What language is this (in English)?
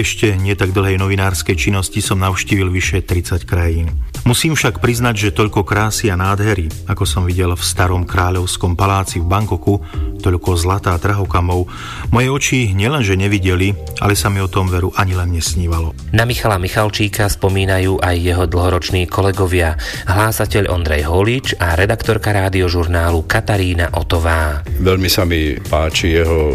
Slovak